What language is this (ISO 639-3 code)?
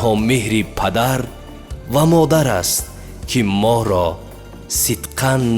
tgk